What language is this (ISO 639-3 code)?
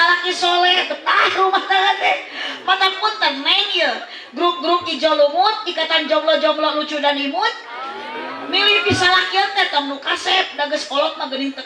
sun